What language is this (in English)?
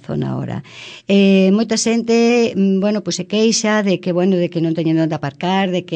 Galician